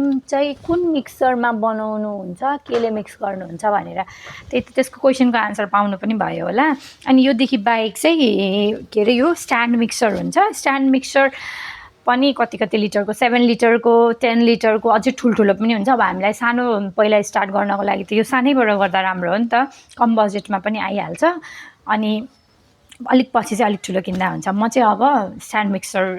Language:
Nepali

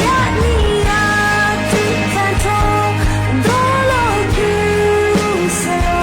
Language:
Lahu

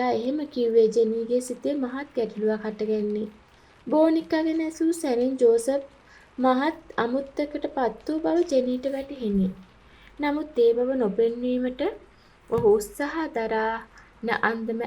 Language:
Sinhala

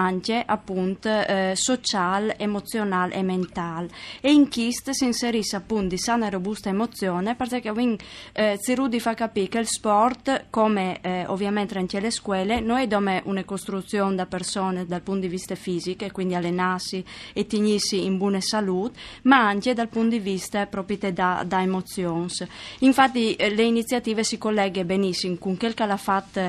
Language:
Friulian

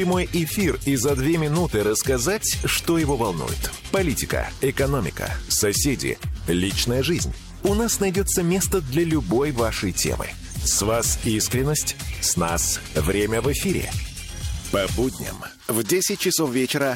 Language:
Russian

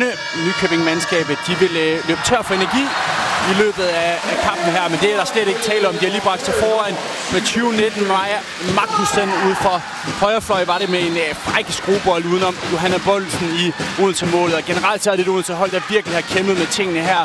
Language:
Danish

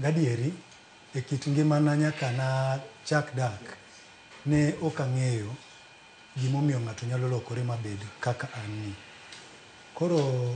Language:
Luo (Kenya and Tanzania)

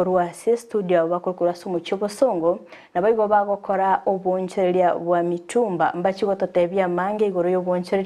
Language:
Gusii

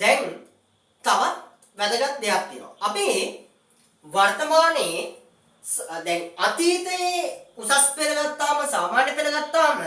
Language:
Sinhala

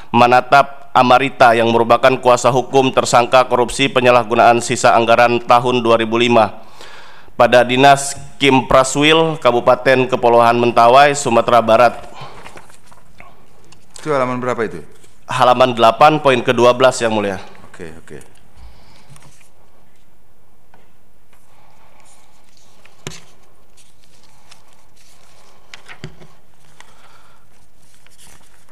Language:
Indonesian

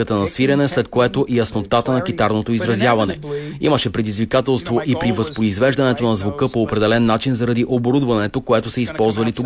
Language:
Bulgarian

